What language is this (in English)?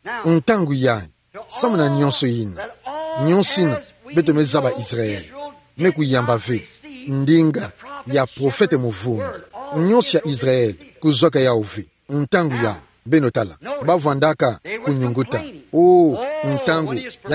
Kituba (Democratic Republic of Congo)